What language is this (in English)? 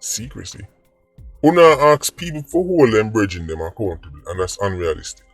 Jamaican Creole English